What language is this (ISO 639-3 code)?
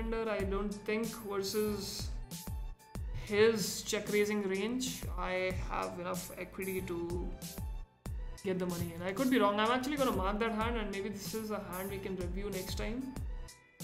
eng